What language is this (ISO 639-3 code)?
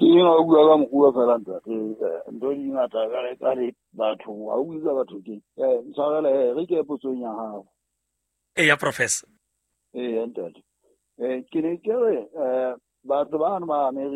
sot